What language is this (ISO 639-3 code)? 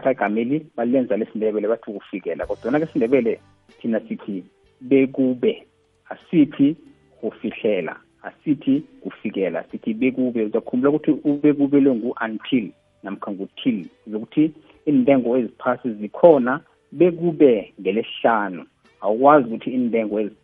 nbl